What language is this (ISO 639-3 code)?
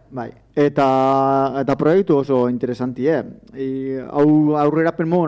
eus